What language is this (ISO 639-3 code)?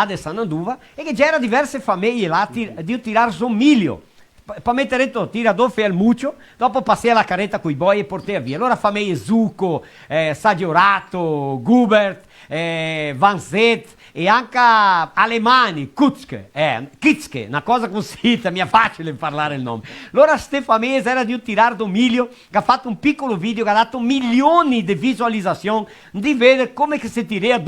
vec